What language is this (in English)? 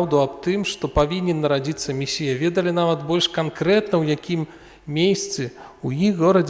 Belarusian